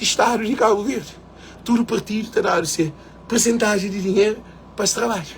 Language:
Kabuverdianu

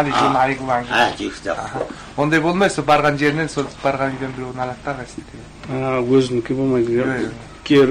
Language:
Kazakh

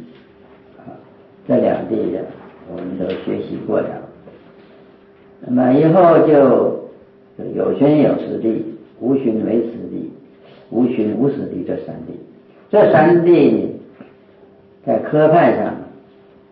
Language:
Chinese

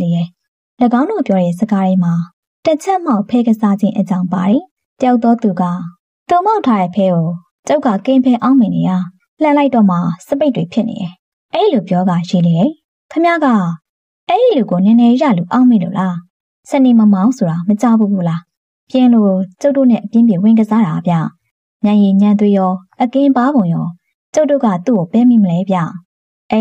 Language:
Burmese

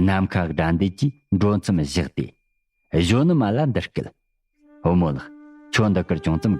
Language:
Tibetan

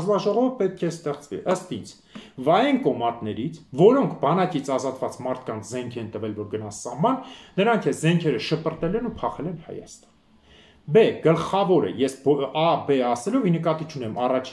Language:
Armenian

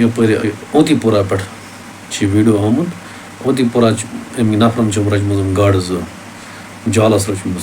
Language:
Kashmiri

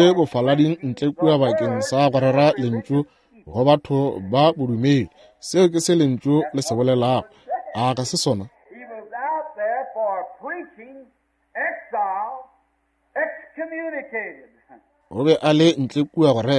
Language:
Northern Sotho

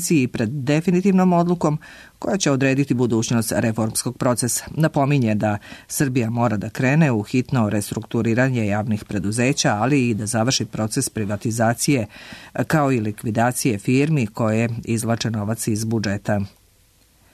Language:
Serbian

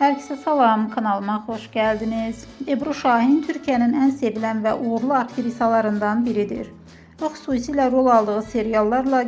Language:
Azerbaijani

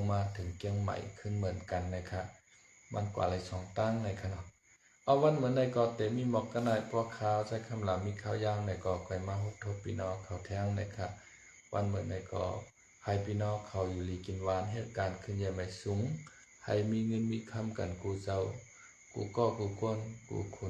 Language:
Shan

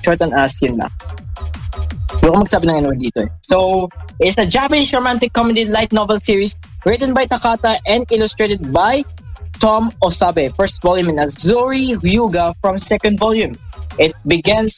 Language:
Filipino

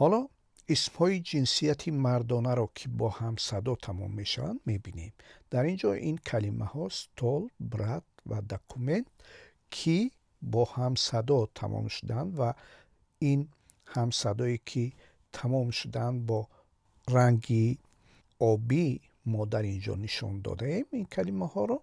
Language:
Tajik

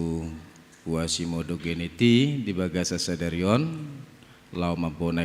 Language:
Batak Toba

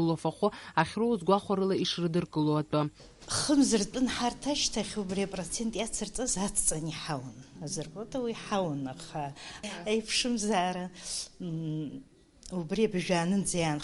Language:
Abkhazian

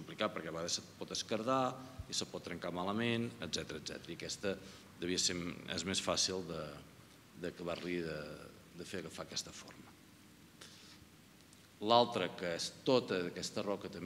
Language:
Catalan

